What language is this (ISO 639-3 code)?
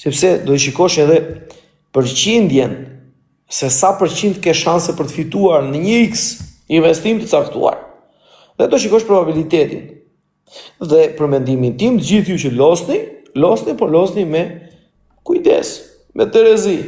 sqi